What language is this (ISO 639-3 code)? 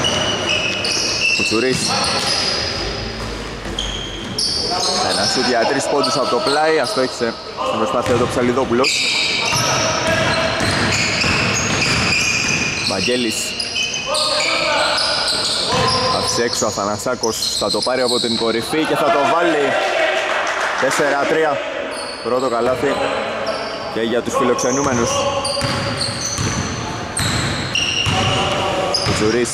ell